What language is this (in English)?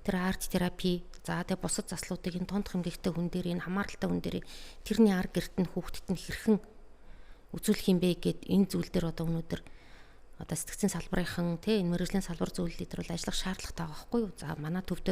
Mongolian